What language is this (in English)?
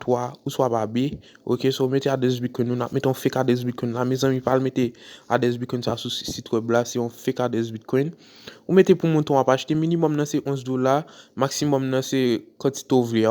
Haitian Creole